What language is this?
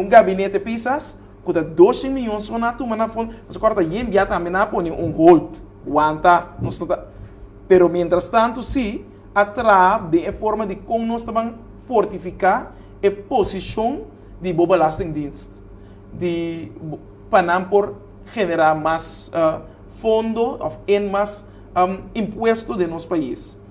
Papiamento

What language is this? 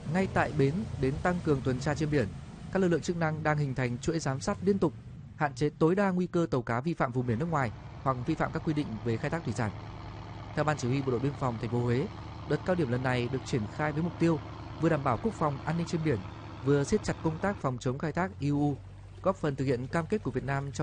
Vietnamese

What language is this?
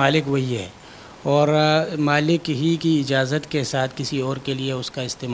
Urdu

